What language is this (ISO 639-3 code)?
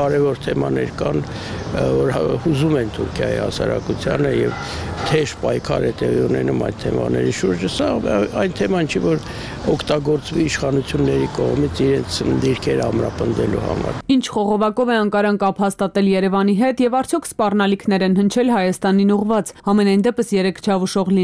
hye